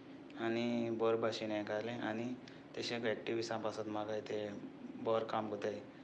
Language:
Konkani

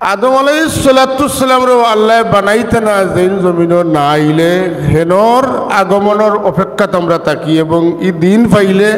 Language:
Sylheti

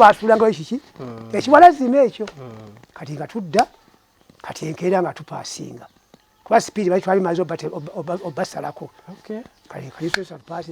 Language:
Ganda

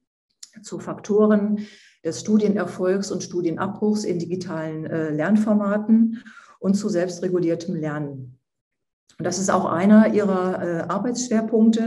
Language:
German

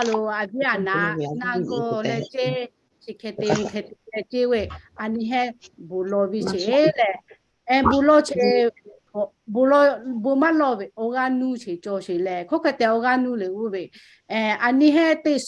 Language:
Lahu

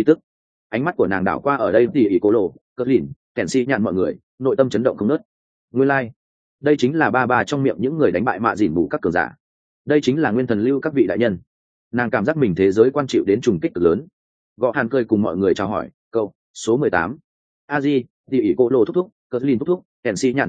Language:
Vietnamese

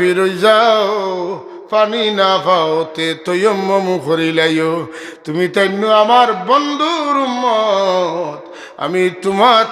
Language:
Sylheti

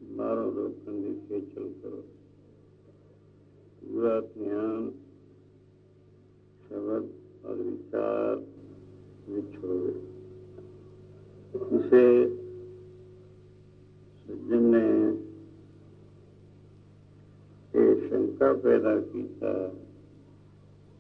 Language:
Punjabi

